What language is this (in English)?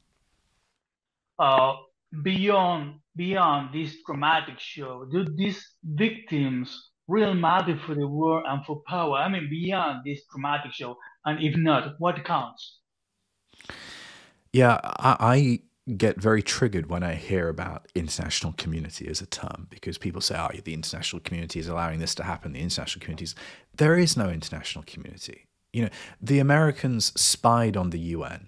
English